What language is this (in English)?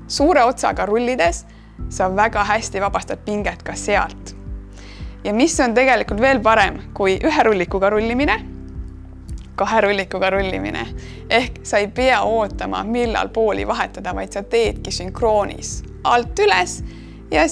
Estonian